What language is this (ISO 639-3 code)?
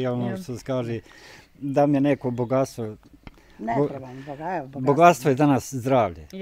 bos